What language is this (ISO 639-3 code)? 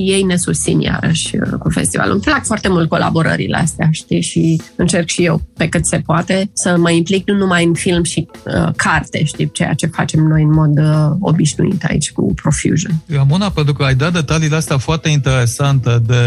ron